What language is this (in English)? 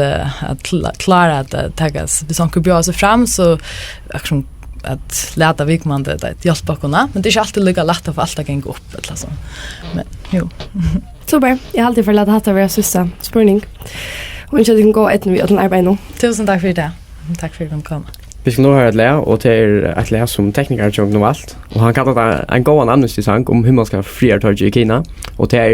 Faroese